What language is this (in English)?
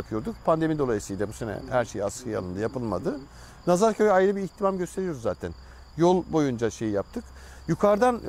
Turkish